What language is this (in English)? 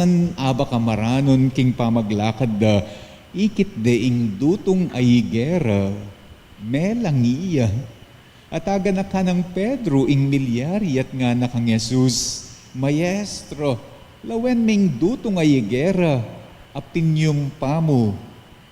Pampanga